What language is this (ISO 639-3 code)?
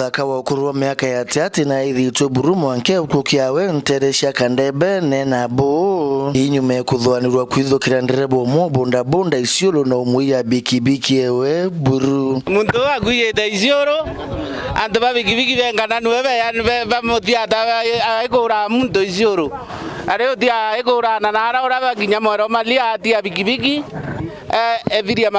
mer